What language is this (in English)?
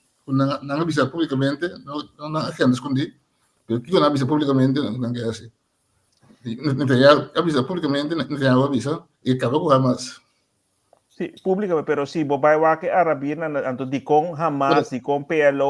Papiamento